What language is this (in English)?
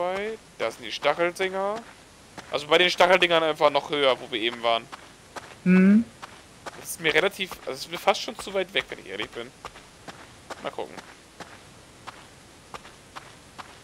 German